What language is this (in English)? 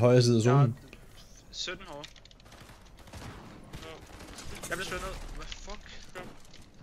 Danish